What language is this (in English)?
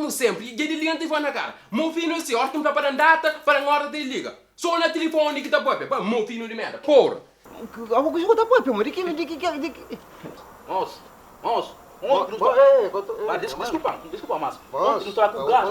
Kabuverdianu